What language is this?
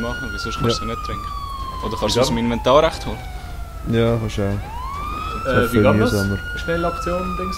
Swiss German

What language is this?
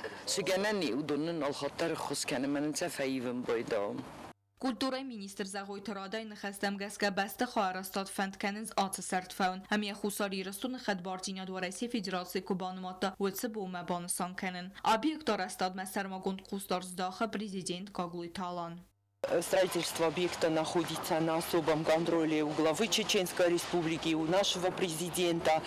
Ossetic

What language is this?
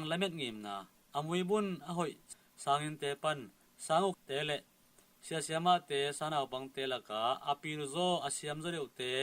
Tedim Chin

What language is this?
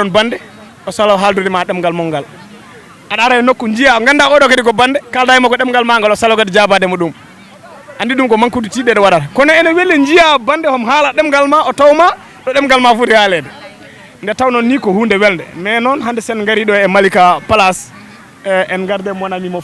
Fula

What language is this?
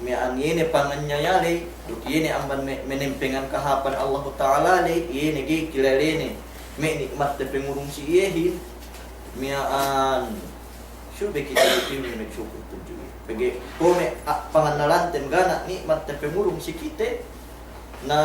Yakan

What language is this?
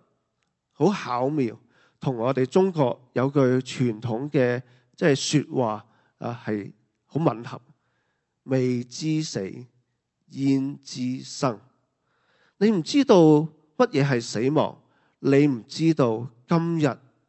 Cantonese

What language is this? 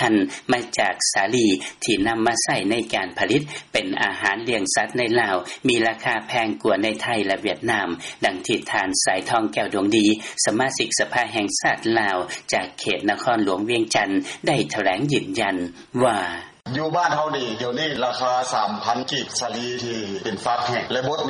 Lao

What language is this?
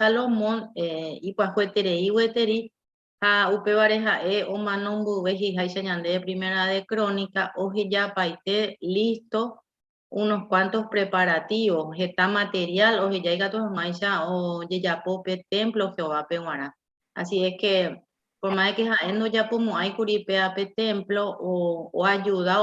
Guarani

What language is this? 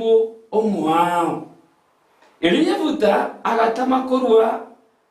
Gusii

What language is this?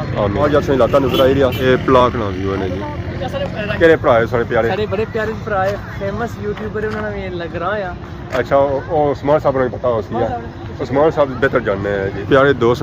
Pahari-Potwari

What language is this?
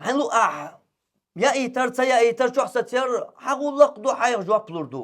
Chechen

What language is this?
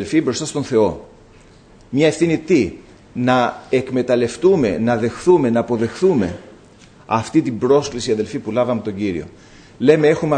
Greek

